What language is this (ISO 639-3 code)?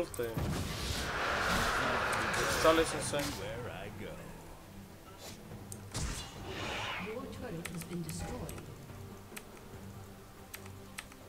hrv